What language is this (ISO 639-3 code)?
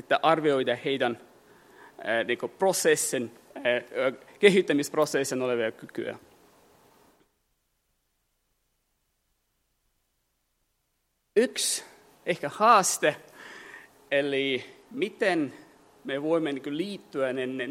fin